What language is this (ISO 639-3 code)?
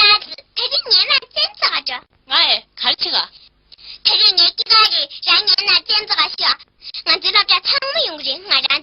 bod